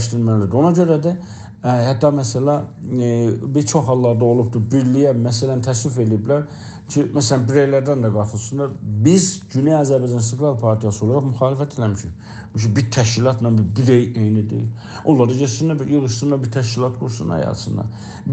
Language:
South Azerbaijani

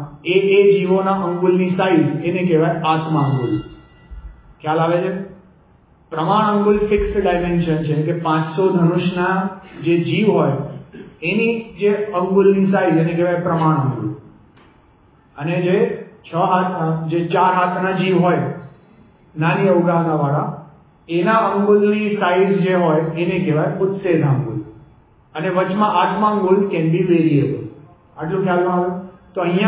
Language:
Gujarati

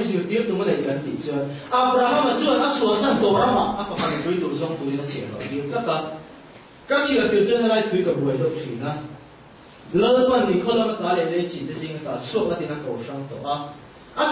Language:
Vietnamese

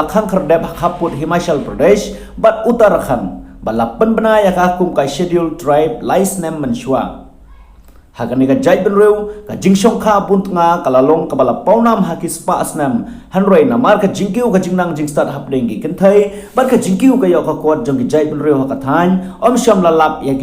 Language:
Khasi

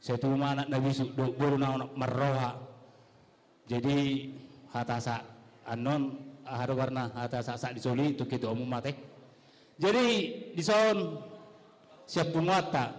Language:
Batak Toba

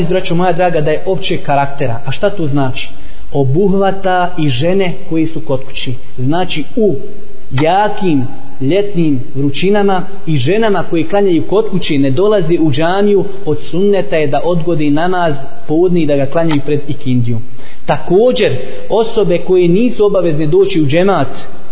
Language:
Bosnian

